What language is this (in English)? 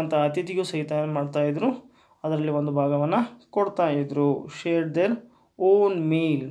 Kannada